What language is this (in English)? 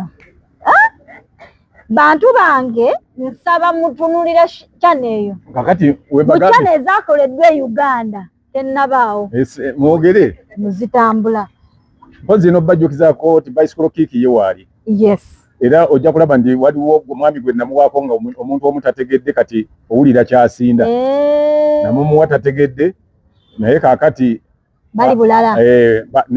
Ganda